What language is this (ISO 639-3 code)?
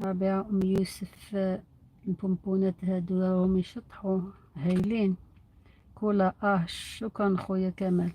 arq